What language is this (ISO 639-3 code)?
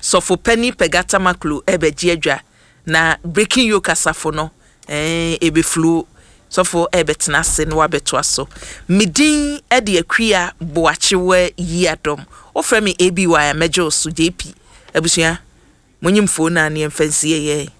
aka